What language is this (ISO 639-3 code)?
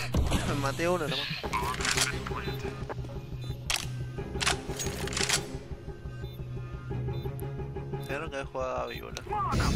spa